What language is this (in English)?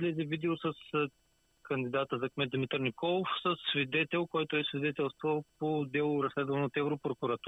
Bulgarian